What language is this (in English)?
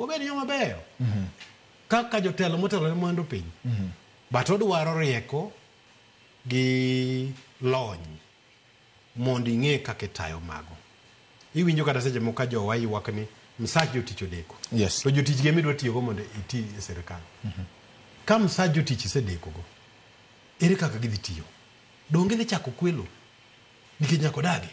Luo (Kenya and Tanzania)